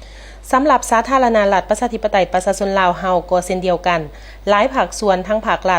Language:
Lao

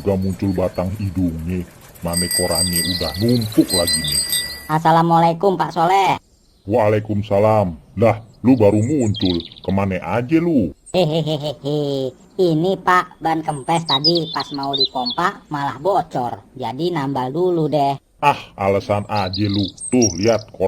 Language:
Betawi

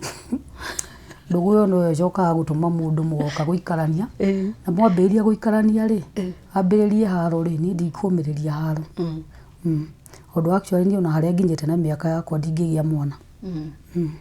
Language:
Kikuyu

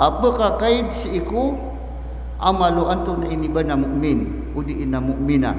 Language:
Maranao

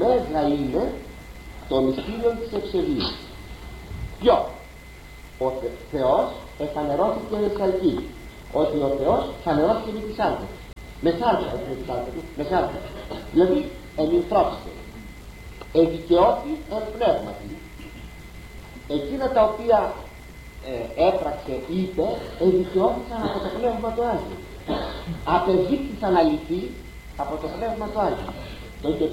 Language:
Greek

